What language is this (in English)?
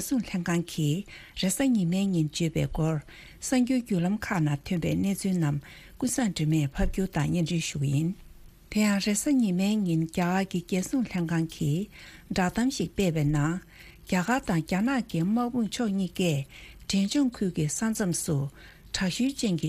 Tibetan